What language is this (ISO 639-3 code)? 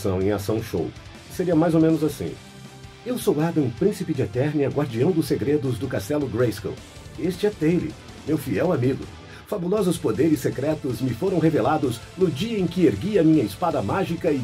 por